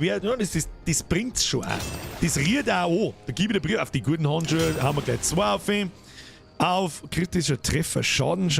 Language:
Bavarian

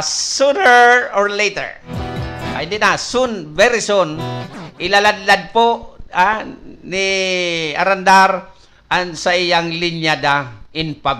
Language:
Bikol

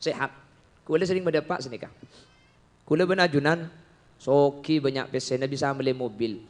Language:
Madurese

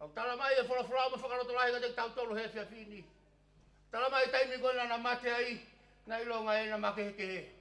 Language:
Tongan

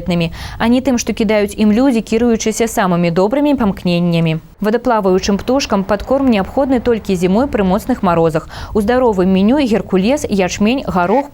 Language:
Belarusian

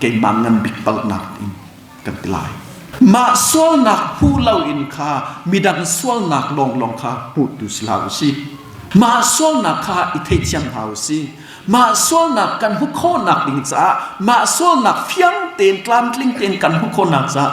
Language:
Hakha Chin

